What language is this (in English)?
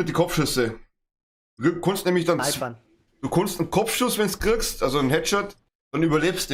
Bavarian